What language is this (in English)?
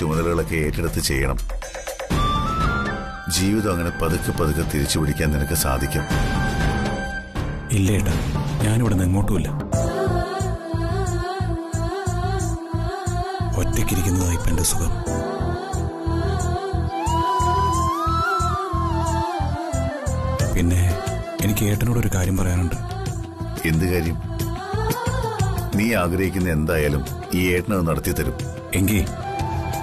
Malayalam